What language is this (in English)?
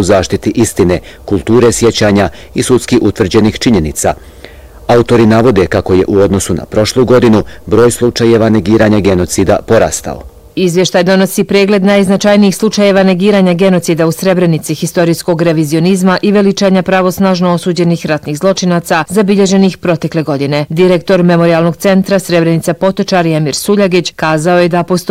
Bosnian